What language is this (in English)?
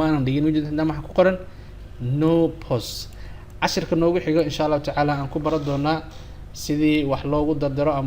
Somali